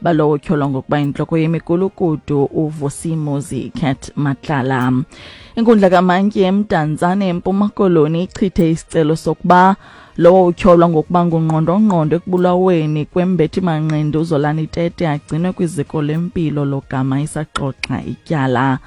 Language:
Xhosa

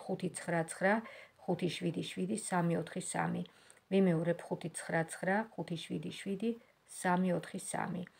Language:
Georgian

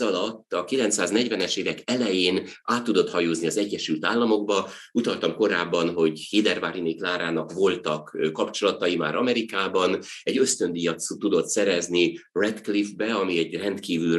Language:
Hungarian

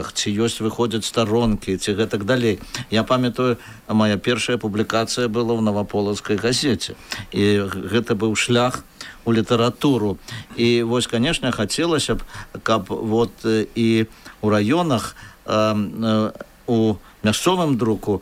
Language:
Belarusian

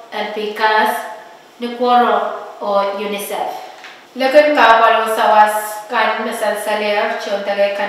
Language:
Pohnpeian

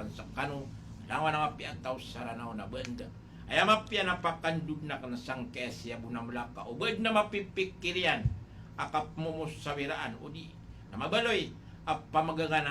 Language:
Maranao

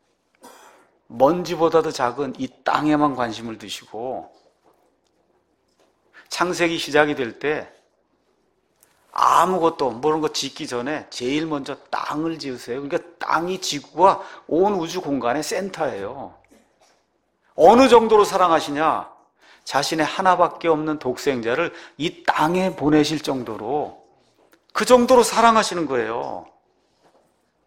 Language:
Korean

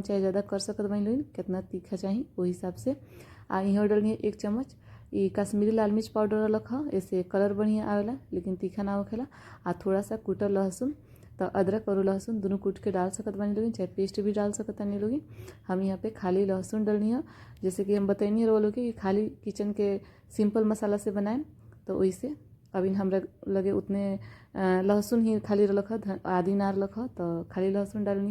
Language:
Bhojpuri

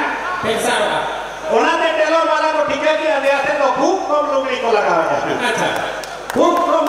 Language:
Santali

